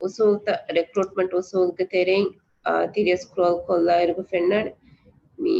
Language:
Divehi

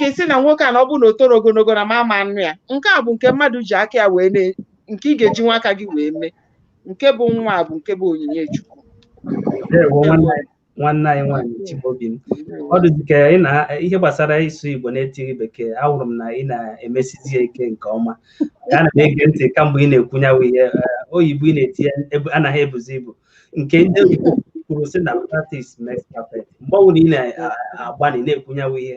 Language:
Igbo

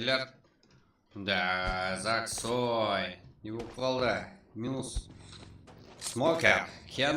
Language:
Kara-Kalpak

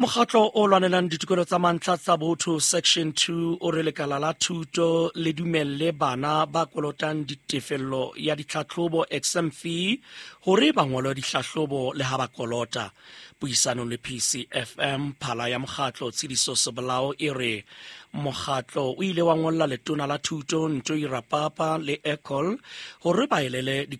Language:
Southern Sotho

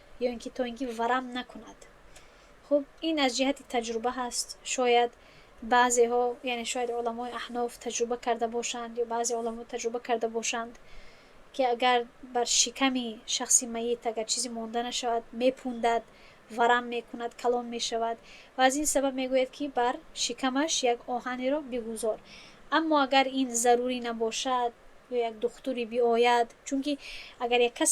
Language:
Tajik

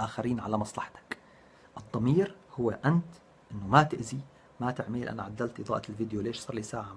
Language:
North Levantine Arabic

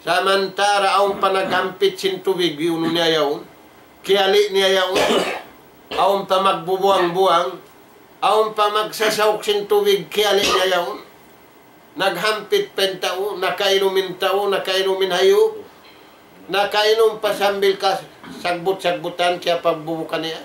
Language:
Tausug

